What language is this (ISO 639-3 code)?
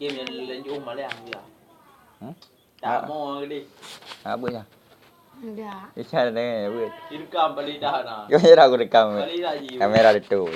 ace